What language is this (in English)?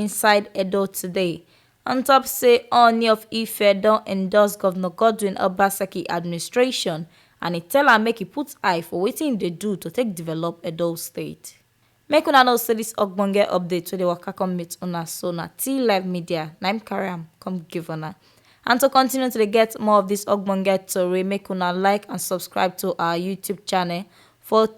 Nigerian Pidgin